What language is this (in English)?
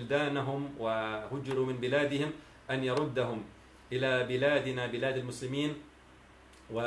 Arabic